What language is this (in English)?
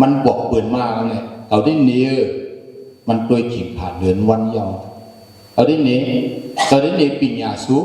Shan